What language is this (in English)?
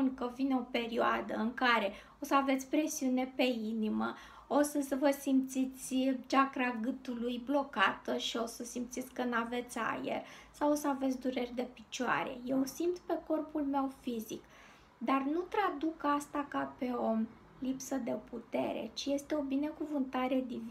Romanian